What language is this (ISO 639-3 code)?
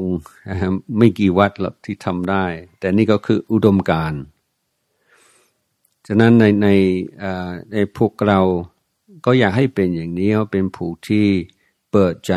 tha